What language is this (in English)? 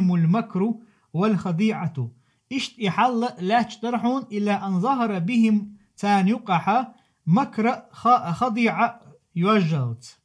Chechen